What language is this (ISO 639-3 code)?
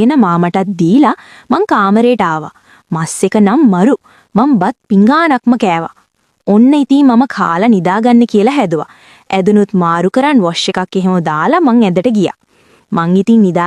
sin